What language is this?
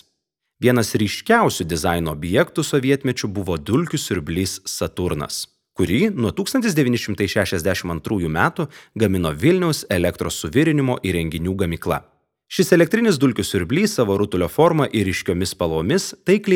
Lithuanian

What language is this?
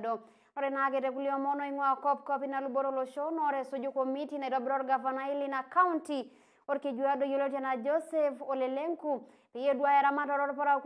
Masai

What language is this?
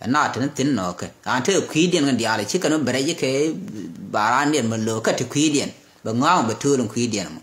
Nuer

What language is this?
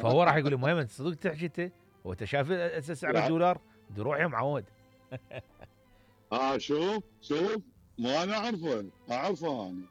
Mesopotamian Arabic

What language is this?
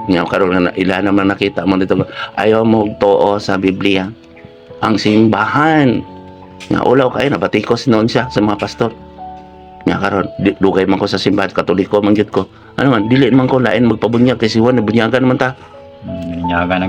Cebuano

